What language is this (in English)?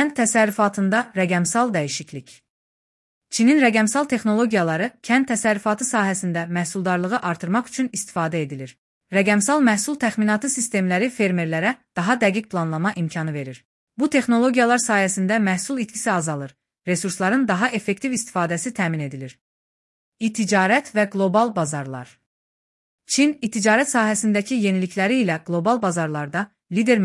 Azerbaijani